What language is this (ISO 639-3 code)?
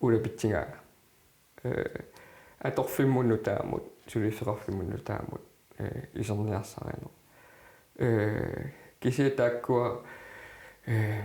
kal